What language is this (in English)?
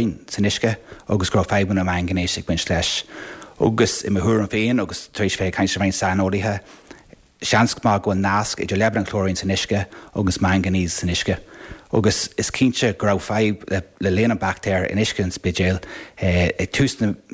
Irish